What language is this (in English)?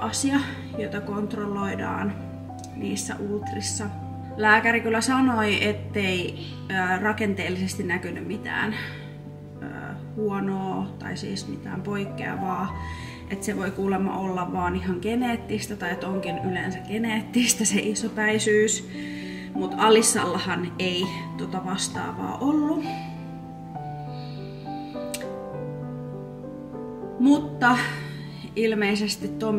Finnish